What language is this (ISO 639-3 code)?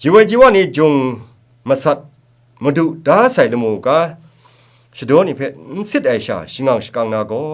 kac